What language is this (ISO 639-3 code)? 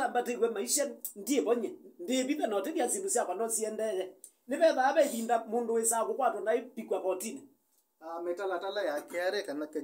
kam